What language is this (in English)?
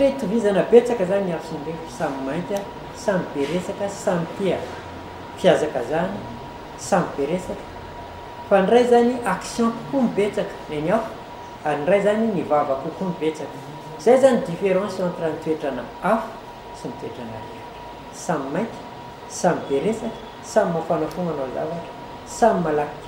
Malagasy